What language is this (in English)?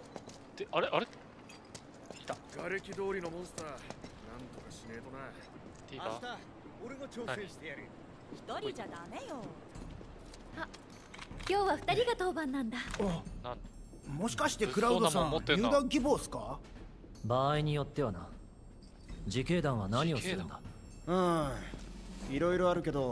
Japanese